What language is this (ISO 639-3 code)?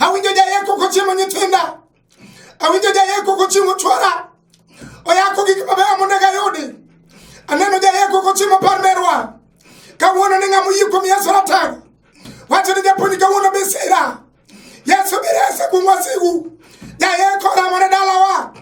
luo